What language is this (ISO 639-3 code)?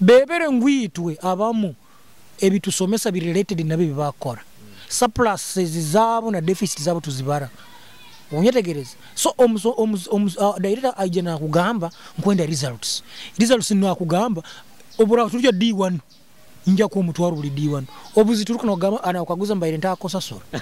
nyo